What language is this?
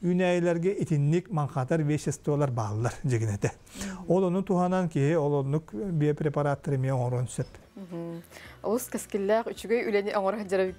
Yakut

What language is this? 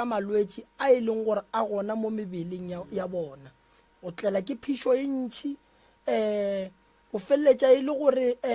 Northern Sotho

